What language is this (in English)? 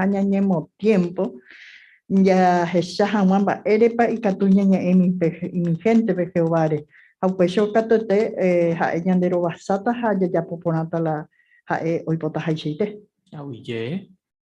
Guarani